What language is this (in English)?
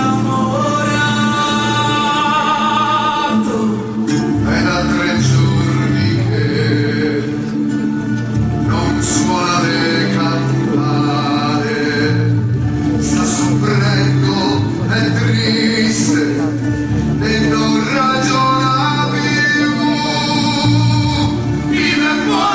Italian